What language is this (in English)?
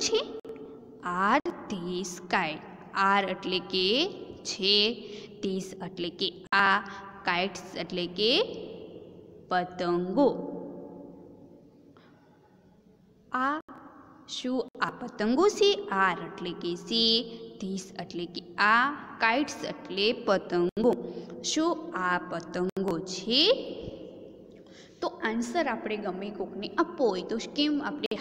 Gujarati